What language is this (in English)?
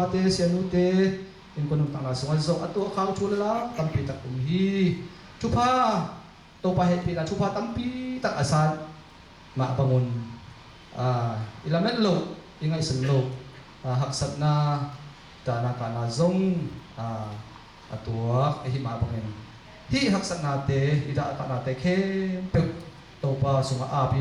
Tedim Chin